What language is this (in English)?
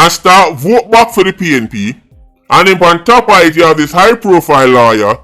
Jamaican Creole English